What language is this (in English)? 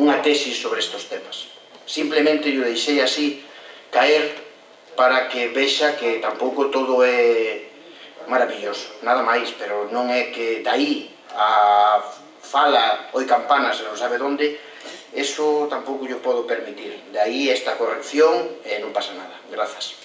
Galician